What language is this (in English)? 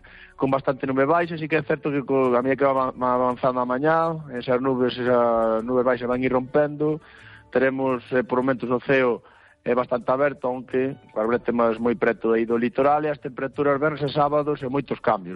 Galician